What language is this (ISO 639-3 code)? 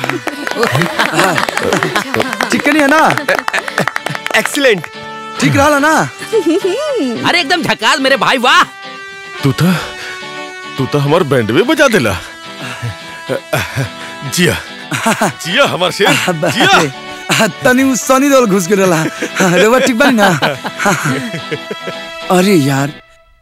bho